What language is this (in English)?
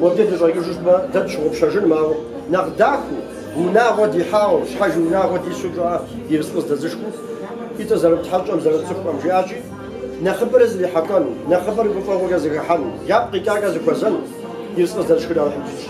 Kabardian